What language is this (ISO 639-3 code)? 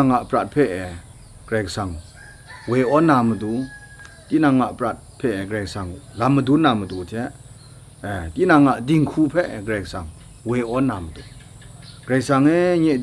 kac